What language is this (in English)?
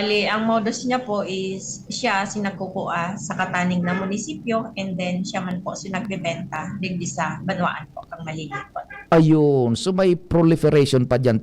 Bikol